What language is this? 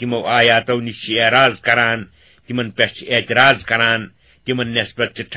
Kashmiri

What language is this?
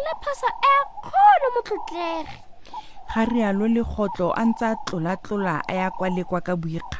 Tswana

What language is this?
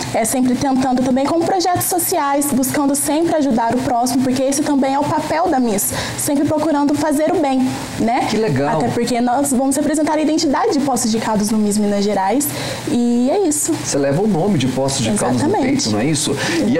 Portuguese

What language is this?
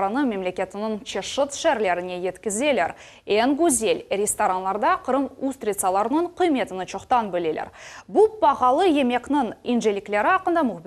Crimean Tatar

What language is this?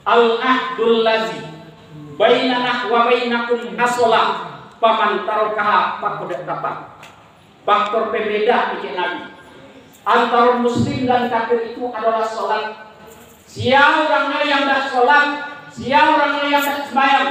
Minangkabau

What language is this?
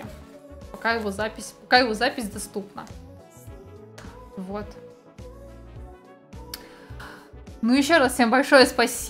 Russian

